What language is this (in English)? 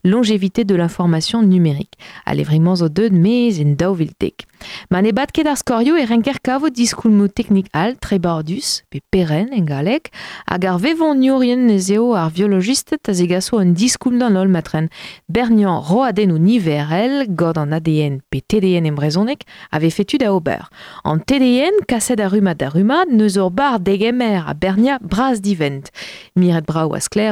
Breton